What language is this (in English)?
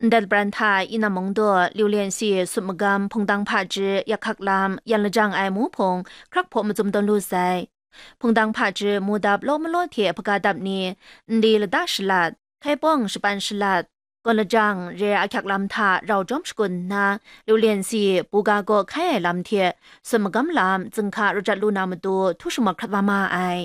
Kachin